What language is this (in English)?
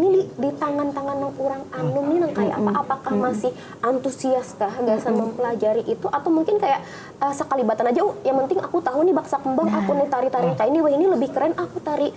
Banjar